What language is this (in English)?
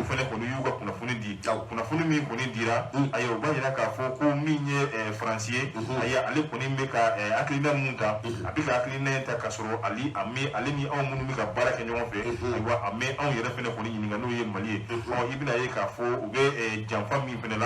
Bambara